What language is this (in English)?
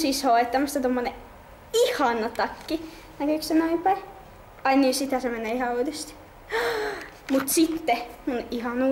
Finnish